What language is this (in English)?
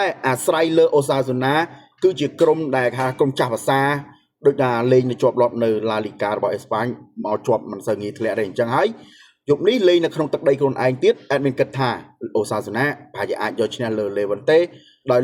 Khmer